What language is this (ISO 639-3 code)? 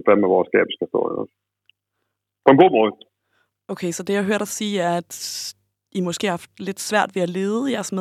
dan